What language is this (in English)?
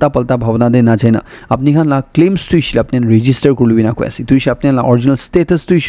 Naga Pidgin